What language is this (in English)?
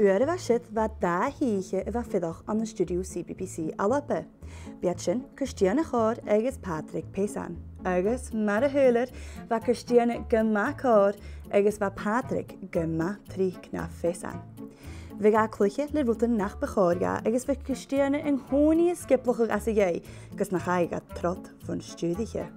Scottish Gaelic